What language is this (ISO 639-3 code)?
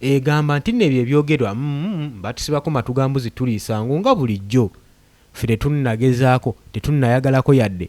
lug